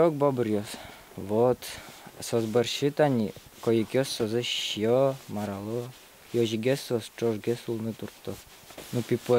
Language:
Udmurt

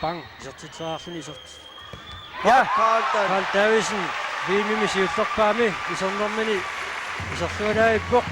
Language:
Kalaallisut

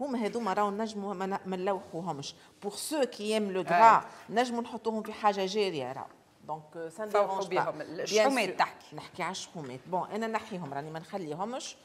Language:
Tunisian Arabic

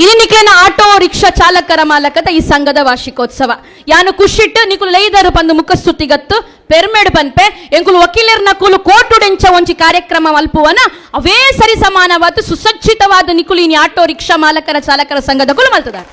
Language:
Tulu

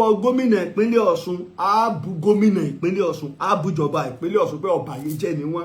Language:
Yoruba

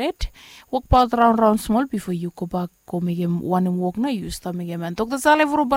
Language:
Bislama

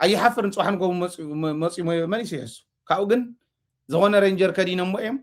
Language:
Tigrinya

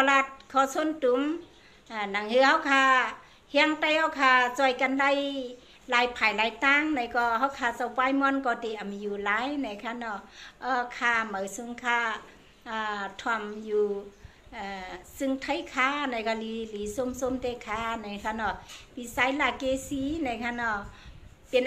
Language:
Shan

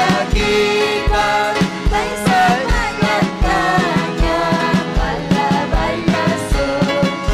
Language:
Ayacucho Quechua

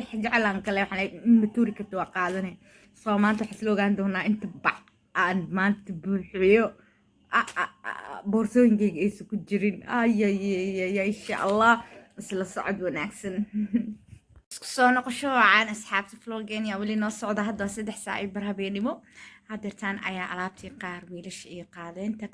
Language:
Somali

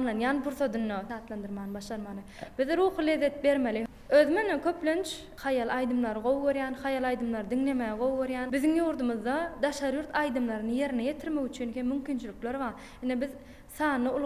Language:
Turkmen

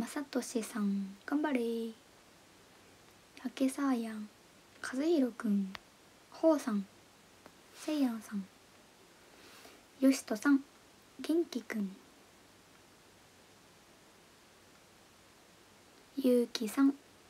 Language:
Japanese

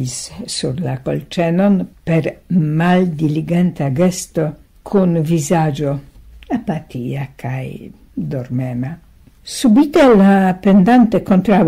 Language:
Esperanto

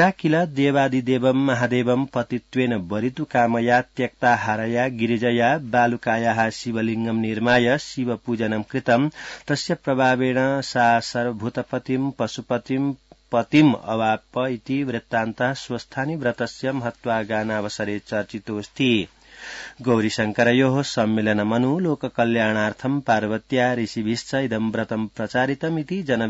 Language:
Sanskrit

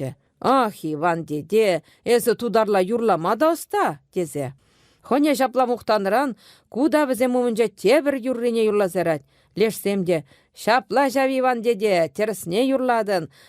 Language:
Chuvash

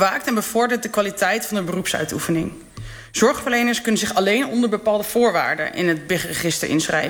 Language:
Dutch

